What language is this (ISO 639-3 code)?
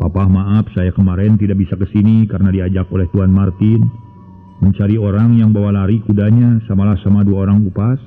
sun